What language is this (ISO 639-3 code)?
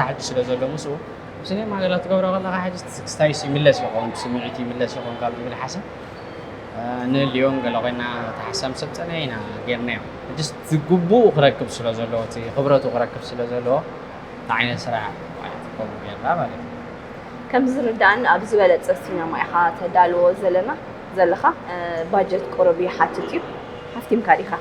tir